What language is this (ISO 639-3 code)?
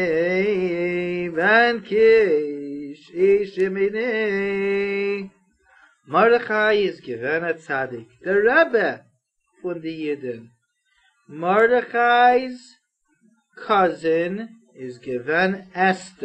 yid